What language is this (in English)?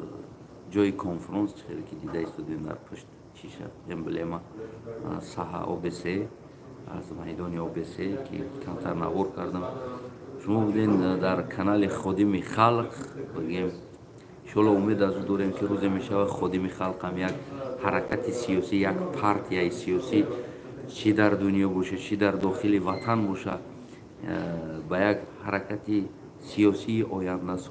Tajik